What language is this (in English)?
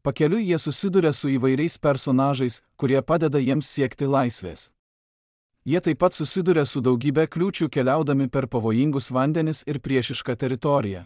Lithuanian